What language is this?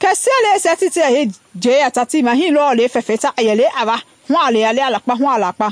Mende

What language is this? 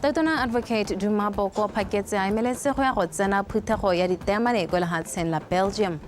Tswana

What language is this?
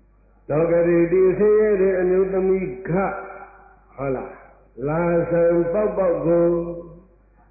Burmese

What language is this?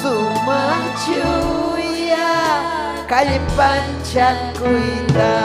Ayacucho Quechua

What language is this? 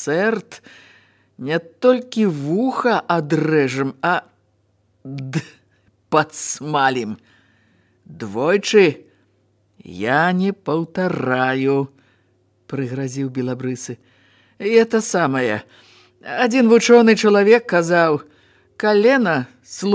Belarusian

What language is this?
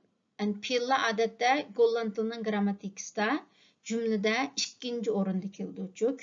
Uyghur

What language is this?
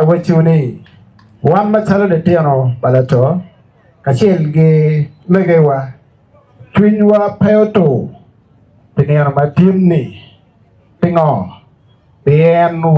Acoli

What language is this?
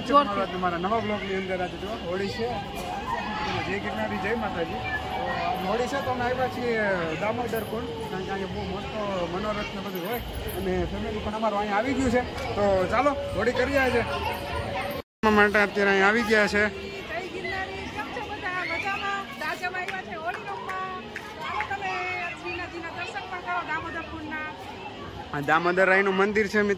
Gujarati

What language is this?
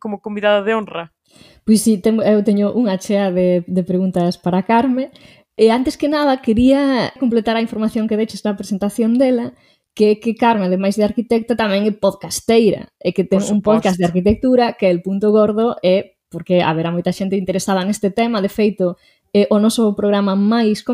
Galician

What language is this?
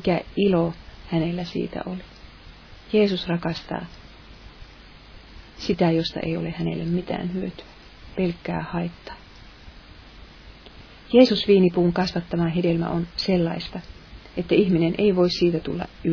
Finnish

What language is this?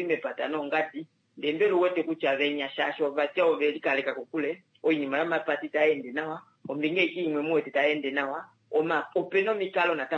Kuanyama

